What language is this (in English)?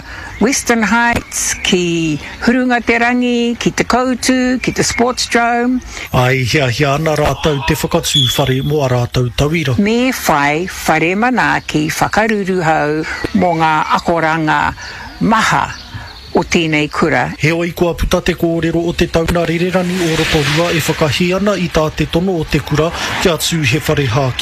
Māori